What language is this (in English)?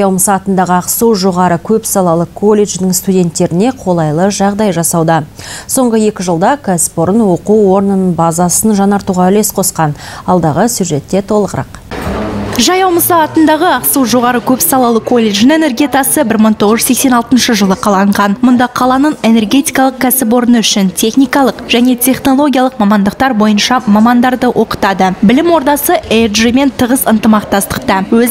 Kazakh